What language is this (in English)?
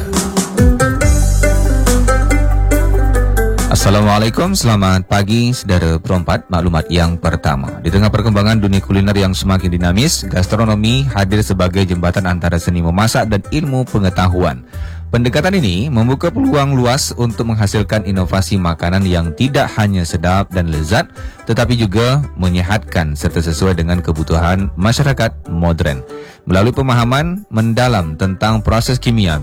Malay